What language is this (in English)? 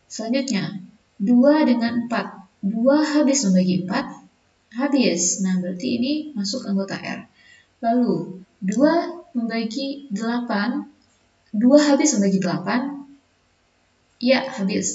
Indonesian